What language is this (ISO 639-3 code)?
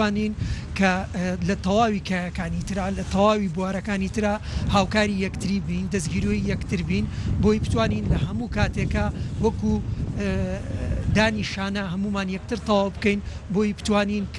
ckb